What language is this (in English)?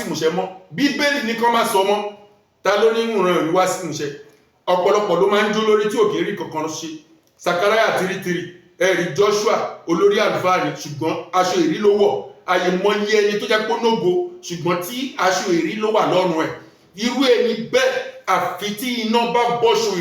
Yoruba